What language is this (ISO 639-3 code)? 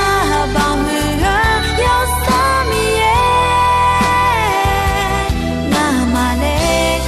ahk